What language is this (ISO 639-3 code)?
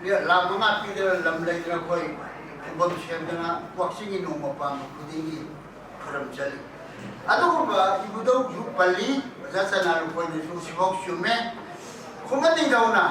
mni